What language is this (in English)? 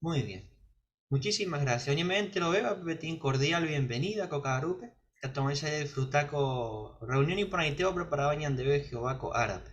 Guarani